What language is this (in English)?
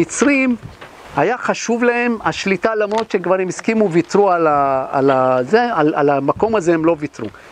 Hebrew